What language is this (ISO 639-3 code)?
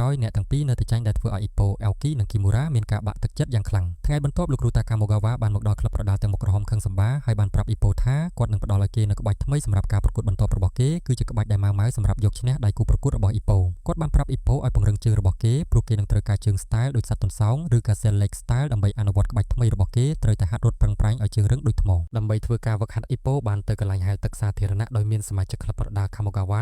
khm